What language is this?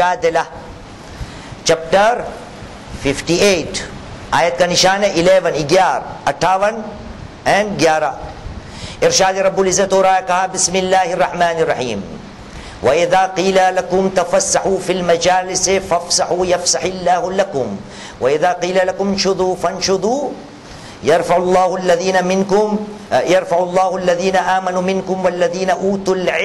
Urdu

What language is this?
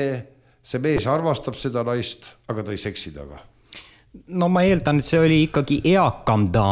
Estonian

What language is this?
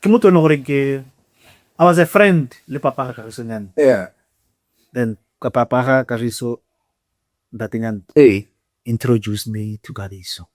Tswana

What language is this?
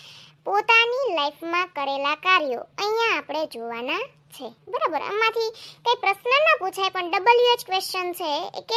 Gujarati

